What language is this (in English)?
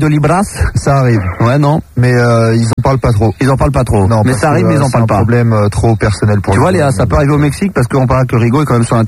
French